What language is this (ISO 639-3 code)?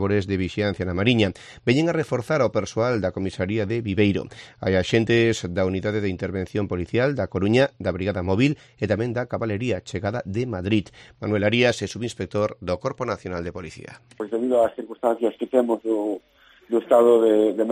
glg